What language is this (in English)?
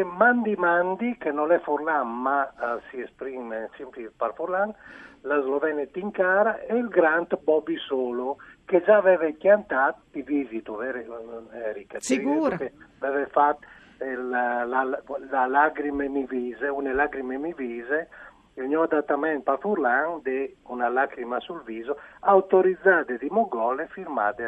Friulian